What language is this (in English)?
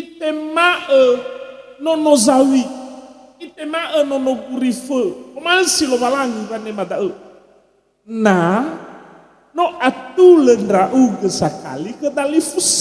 Nias